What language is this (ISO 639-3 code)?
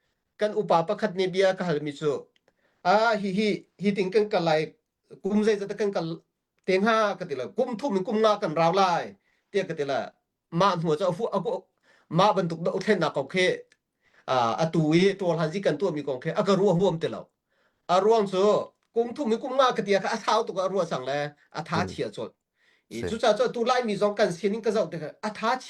cnh